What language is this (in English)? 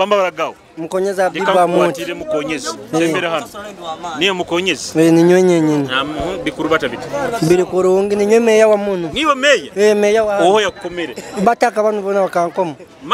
Nyoro